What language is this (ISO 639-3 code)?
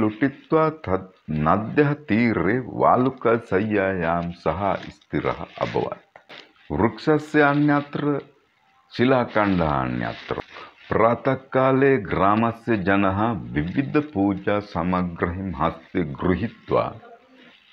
san